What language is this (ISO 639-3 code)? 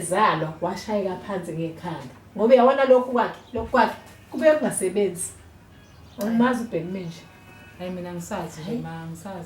zul